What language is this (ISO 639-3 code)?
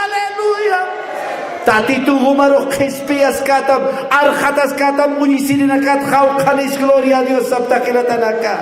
aym